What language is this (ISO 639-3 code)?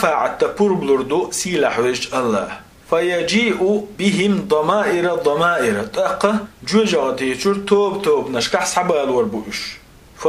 che